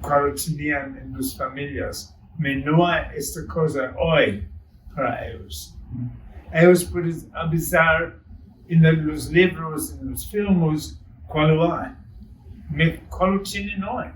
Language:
Ladino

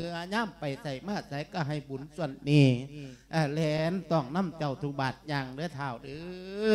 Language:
Lao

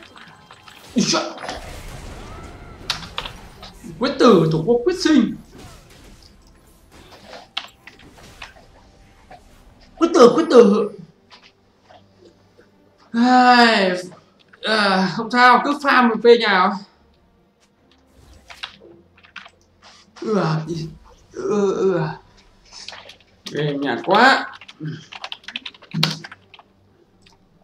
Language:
Vietnamese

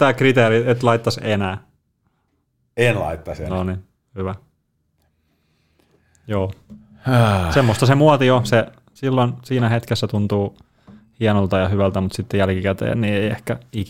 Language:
Finnish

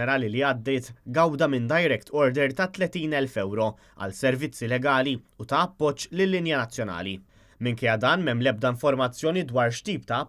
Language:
Maltese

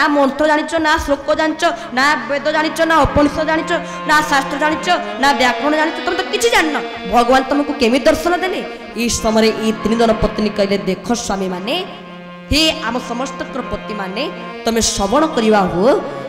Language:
Odia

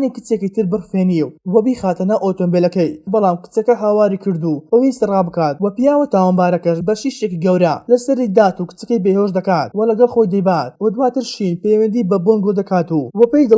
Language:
Central Kurdish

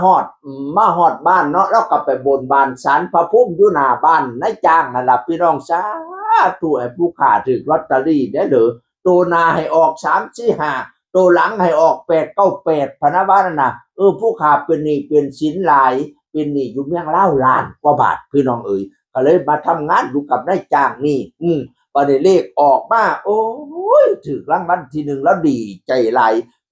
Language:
Northeastern Thai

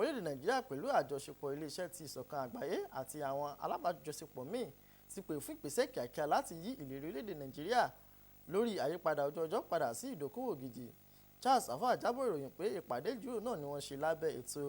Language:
Yoruba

